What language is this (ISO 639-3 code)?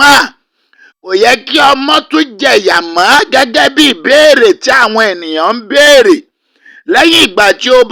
yor